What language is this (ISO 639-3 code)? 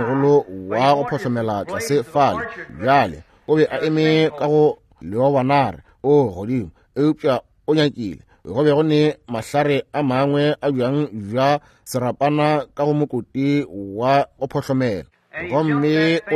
nso